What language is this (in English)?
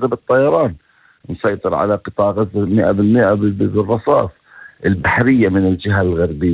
North Levantine Arabic